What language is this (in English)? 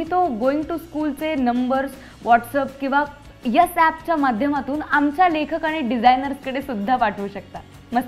Marathi